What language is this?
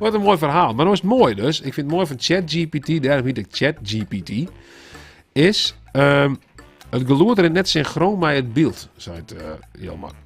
Western Frisian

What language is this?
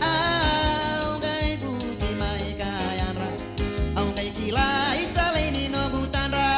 Fijian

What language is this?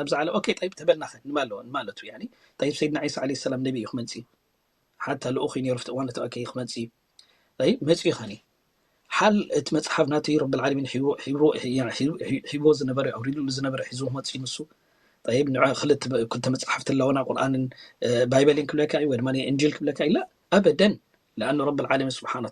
Tigrinya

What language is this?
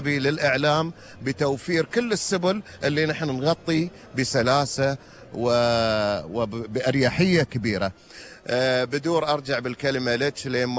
Gulf Arabic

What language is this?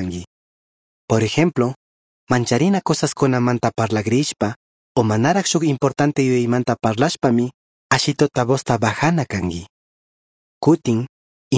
Chimborazo Highland Quichua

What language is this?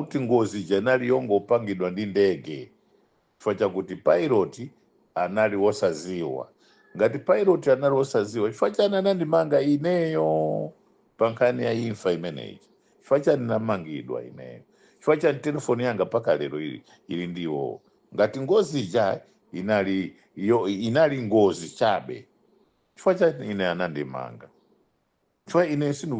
Nyanja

